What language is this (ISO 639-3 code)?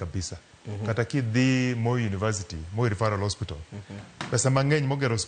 luo